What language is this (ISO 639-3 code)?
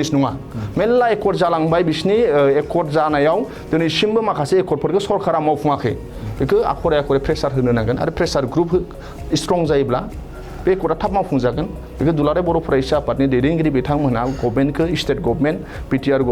brx